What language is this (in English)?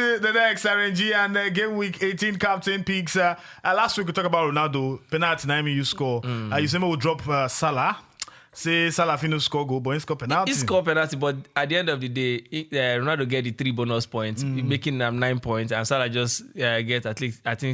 Nigerian Pidgin